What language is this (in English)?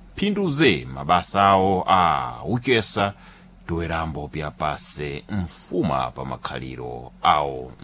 Sena